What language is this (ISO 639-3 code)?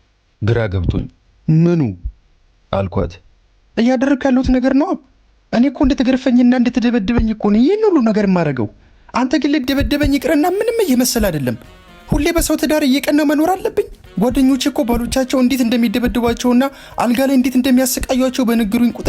amh